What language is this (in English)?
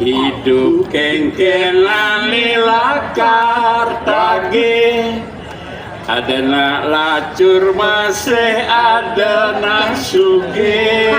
Balinese